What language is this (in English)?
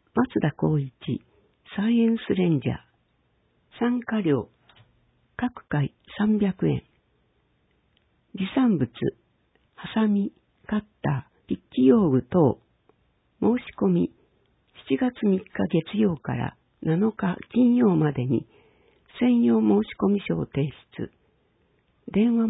Japanese